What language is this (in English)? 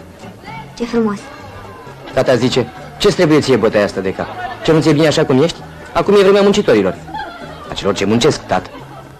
Romanian